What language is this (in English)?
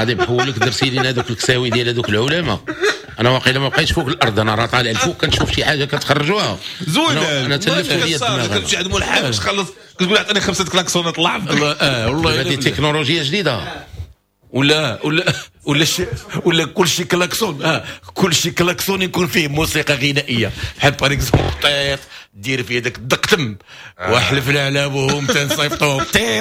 Moroccan Arabic